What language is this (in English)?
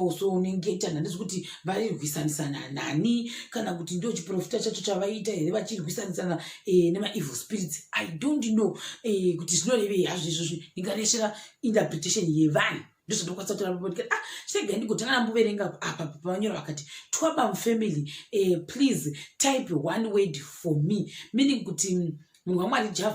Shona